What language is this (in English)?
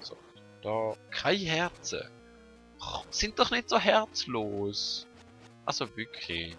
Swiss German